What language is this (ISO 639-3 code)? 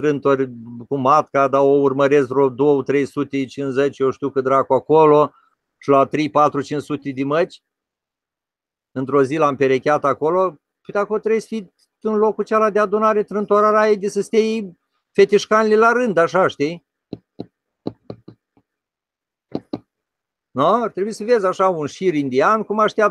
ron